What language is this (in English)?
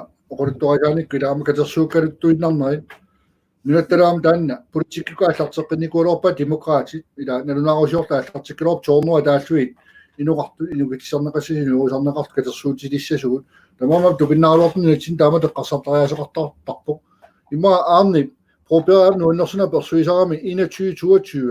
Kalaallisut